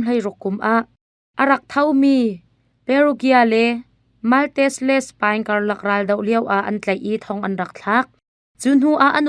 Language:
Hakha Chin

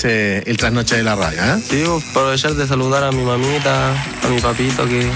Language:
Spanish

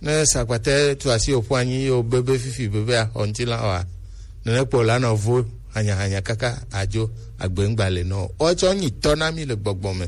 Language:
Gen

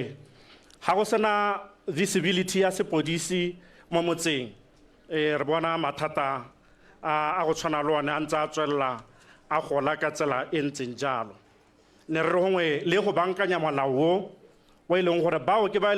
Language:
Tswana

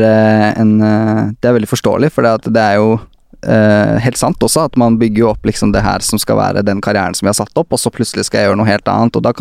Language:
Norwegian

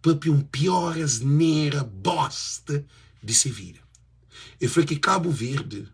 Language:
Kabuverdianu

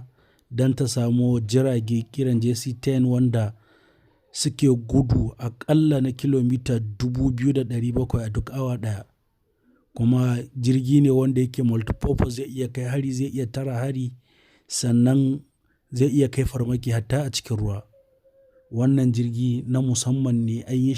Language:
Hausa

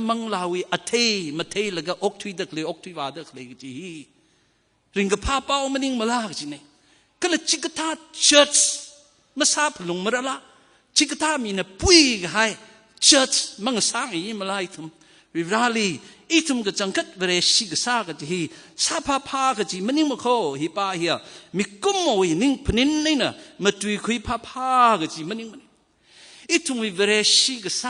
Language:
Tangkhul Naga (India)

